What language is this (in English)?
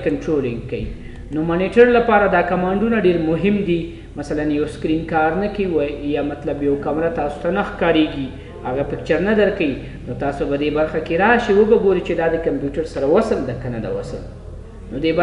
Pashto